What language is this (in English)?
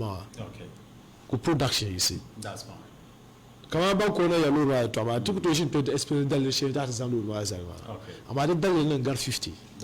Dagbani